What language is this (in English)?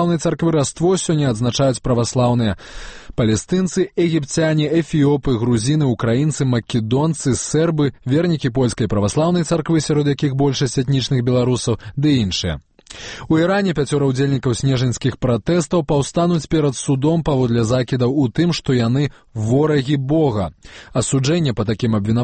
Belarusian